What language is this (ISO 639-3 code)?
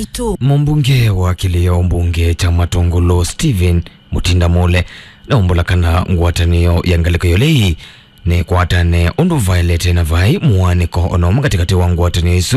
kam